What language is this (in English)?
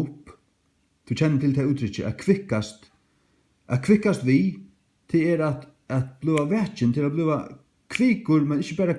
Faroese